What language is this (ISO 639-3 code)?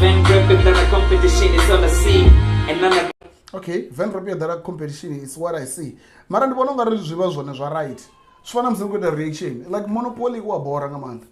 ven